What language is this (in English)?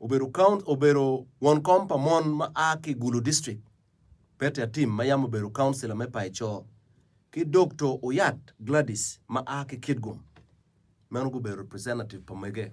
Acoli